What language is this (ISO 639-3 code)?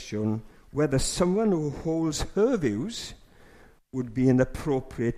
cym